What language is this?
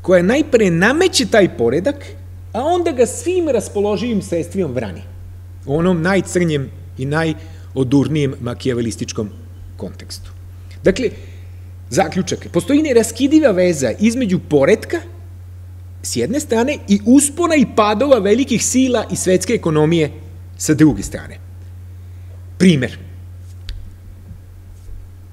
Serbian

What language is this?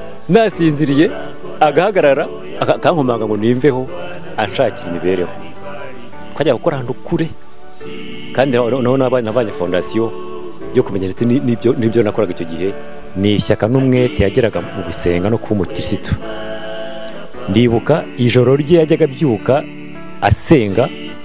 Kinyarwanda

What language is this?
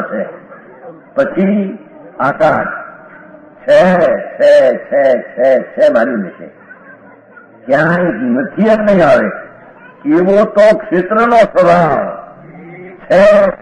Gujarati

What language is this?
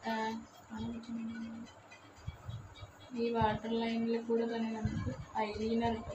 Malayalam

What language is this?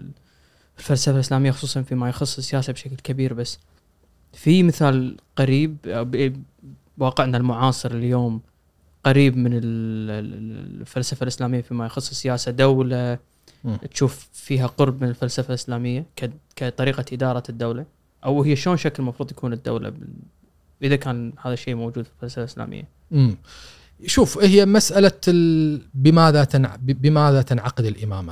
Gulf Arabic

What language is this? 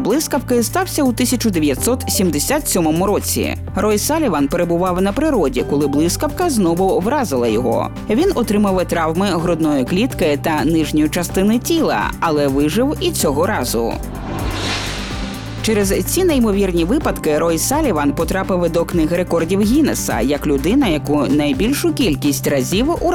Ukrainian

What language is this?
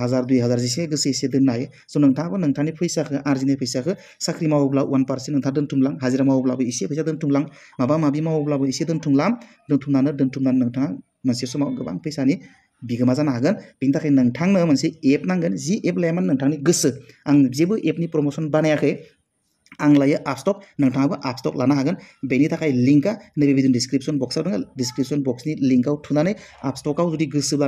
Bodo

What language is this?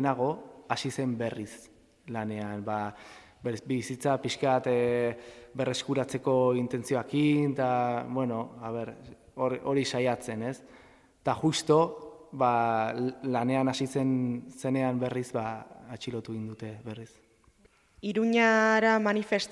Basque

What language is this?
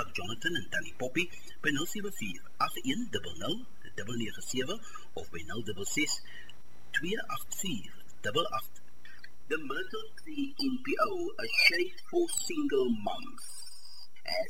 Afrikaans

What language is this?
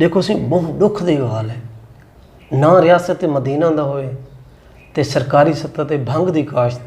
Saraiki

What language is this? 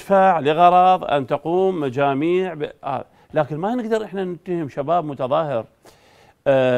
Mesopotamian Arabic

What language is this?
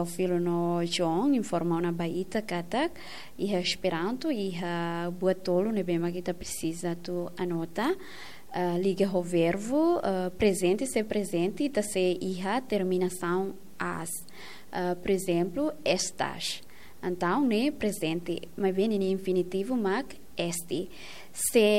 Tetum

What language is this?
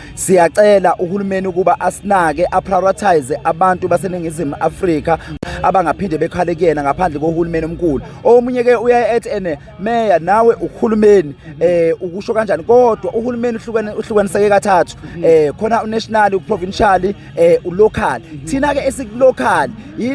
Zulu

